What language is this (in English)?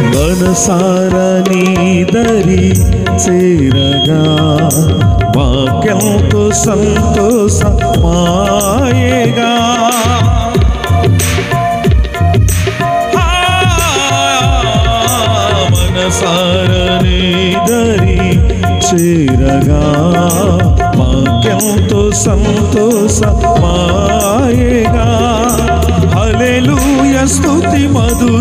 Telugu